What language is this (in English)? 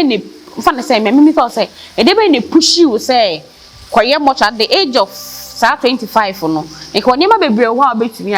Akan